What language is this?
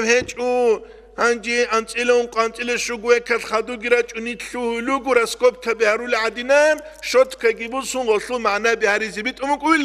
Avaric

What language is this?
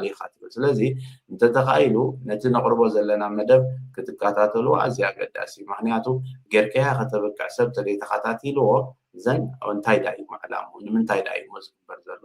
Tigrinya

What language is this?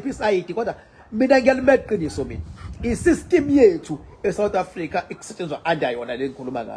Zulu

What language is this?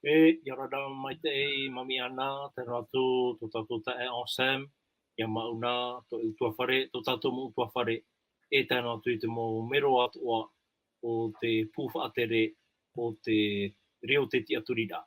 Tahitian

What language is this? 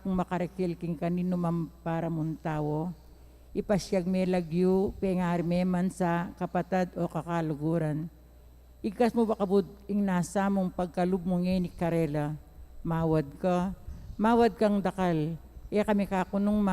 Pampanga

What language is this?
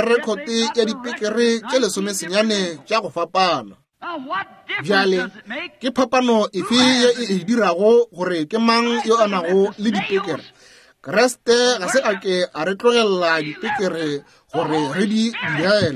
Northern Sotho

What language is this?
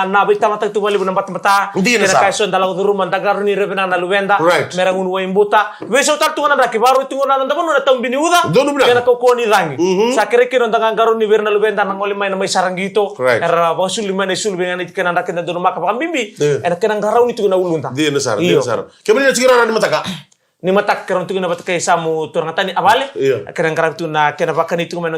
Fijian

